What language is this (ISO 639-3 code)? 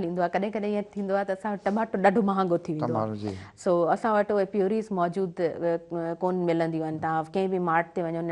snd